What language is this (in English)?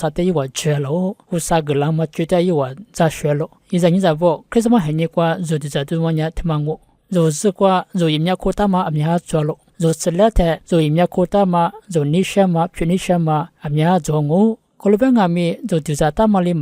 Lisu